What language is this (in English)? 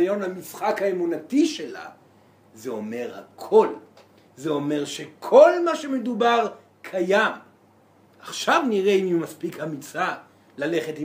Hebrew